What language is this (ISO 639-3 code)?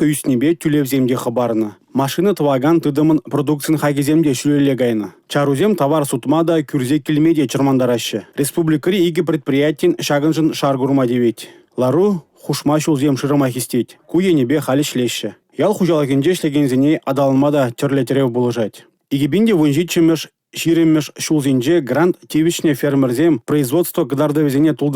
chv